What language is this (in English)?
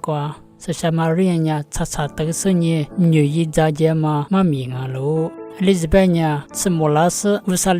Lisu